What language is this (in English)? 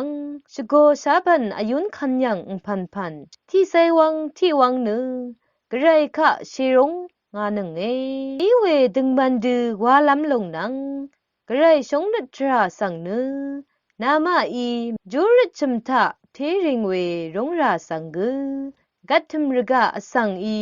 Rawang